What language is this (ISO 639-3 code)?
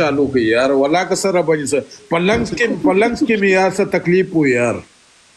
pus